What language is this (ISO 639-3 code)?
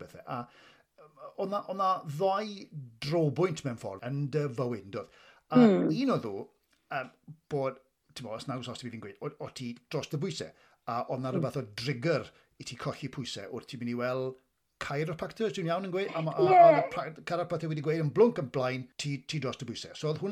cym